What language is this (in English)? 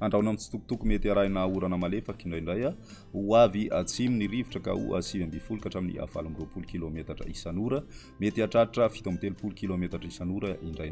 Malagasy